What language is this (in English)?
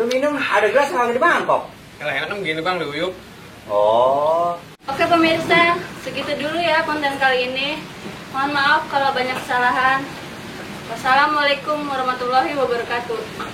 Betawi